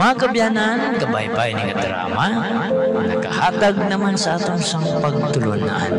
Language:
Hiligaynon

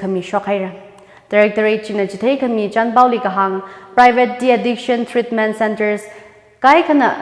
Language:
Tangkhul Naga (India)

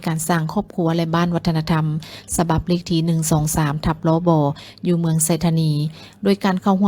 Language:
Lao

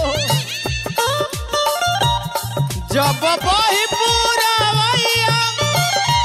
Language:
Bhojpuri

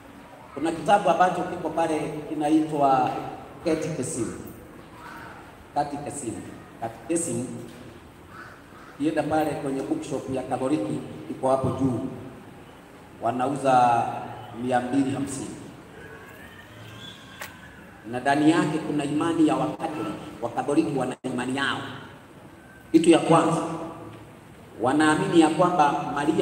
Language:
Swahili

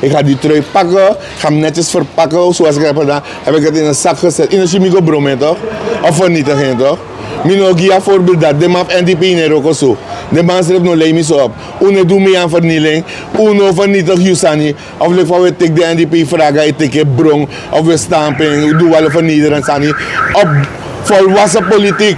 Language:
Sranan Tongo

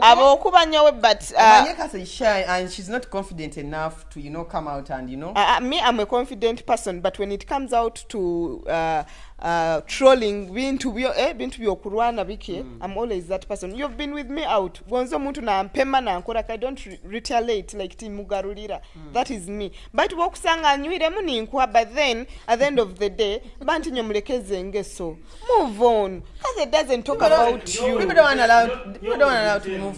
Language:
Nyoro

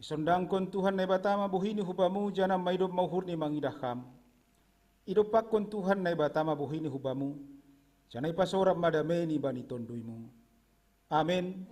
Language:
Batak Simalungun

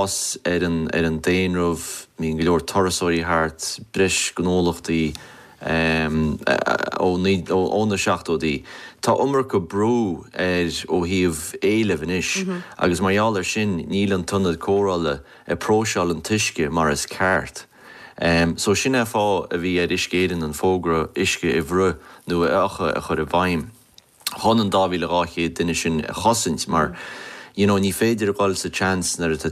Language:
Irish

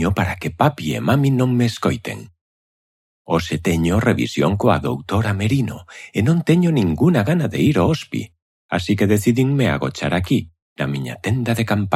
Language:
Galician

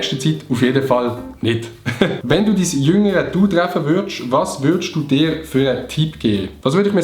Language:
Swiss German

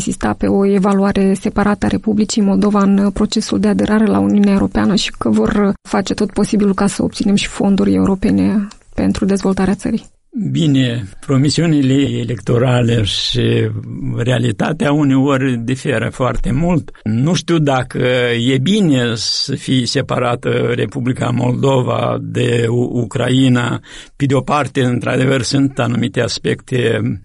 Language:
Romanian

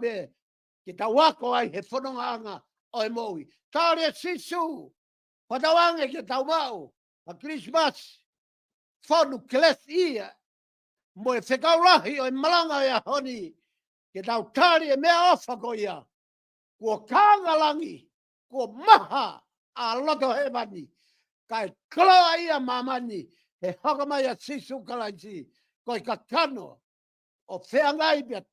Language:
Tongan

